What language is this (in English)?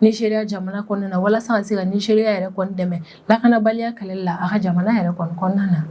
Bambara